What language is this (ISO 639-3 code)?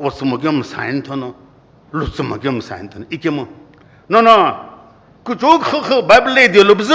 nsm